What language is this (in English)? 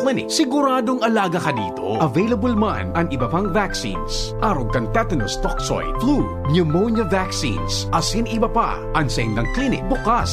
Bikol